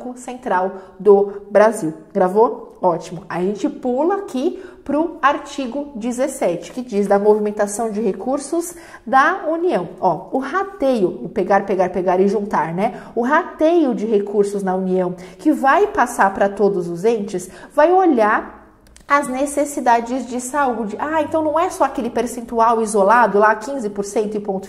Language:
Portuguese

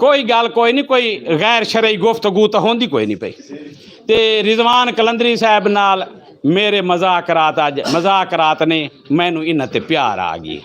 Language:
Western Panjabi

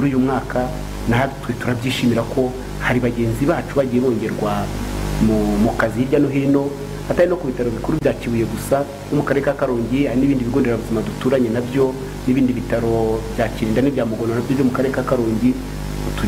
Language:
Kinyarwanda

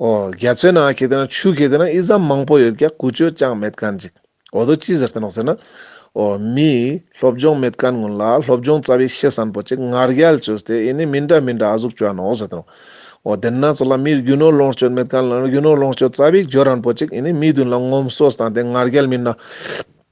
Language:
Ladakhi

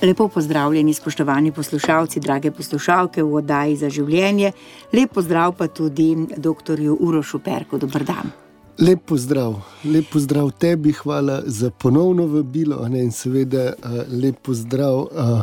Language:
Slovenian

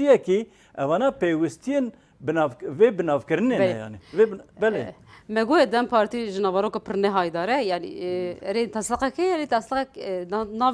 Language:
Kurdish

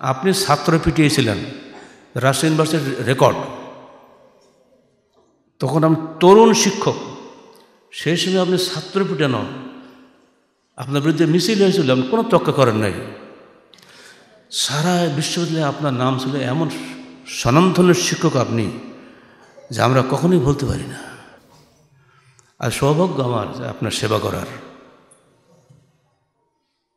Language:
Bangla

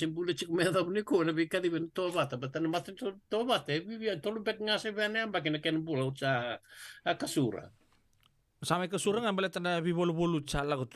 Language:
Fijian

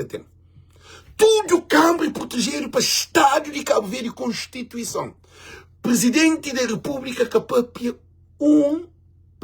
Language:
Kabuverdianu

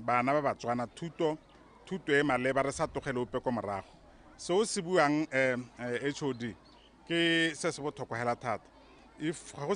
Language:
Tswana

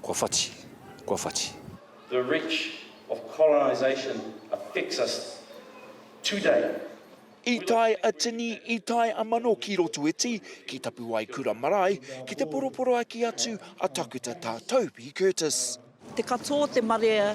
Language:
Māori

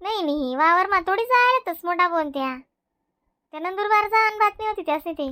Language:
Khandesi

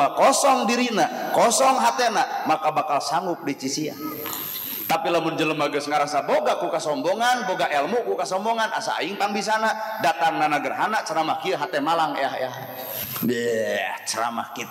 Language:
Sundanese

